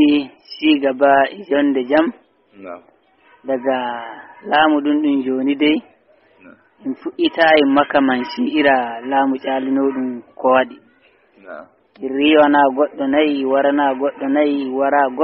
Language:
Fula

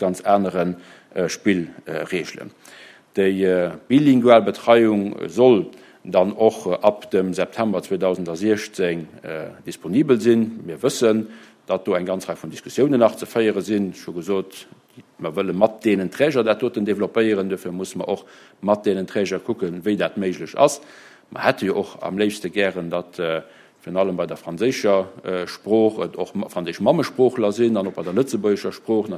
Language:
Luxembourgish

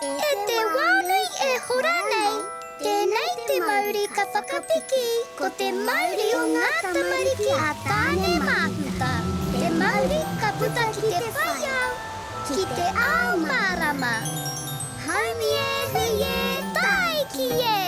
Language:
Māori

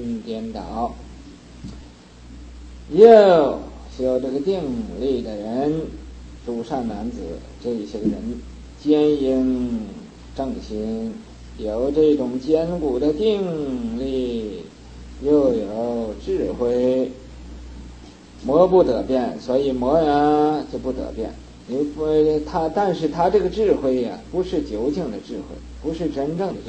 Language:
Chinese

